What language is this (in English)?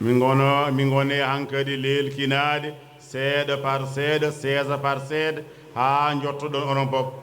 Fula